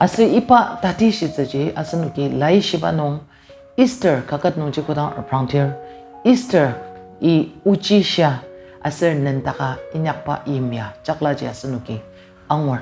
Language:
Ao Naga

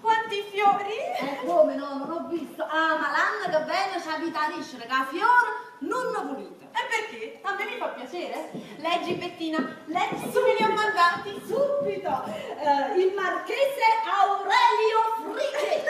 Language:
Neapolitan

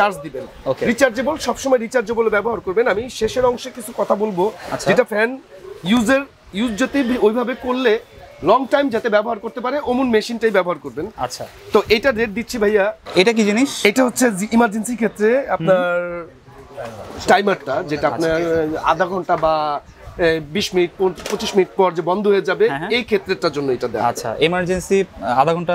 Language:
Bangla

